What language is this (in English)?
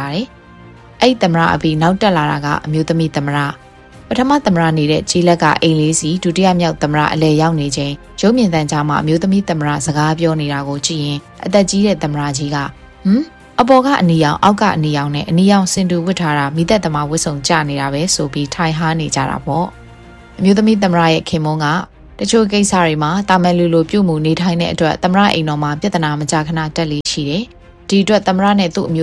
Burmese